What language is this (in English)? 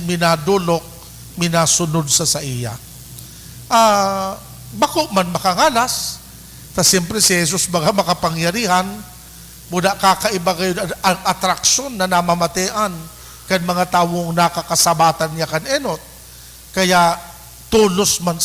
Bikol